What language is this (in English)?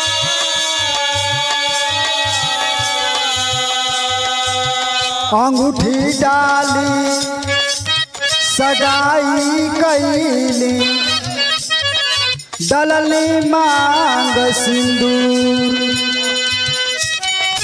Bhojpuri